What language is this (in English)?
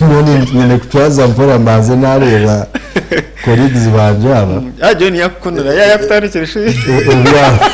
Nyankole